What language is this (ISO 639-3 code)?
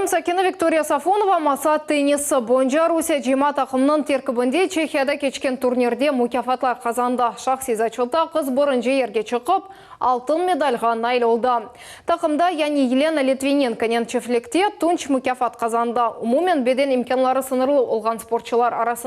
crh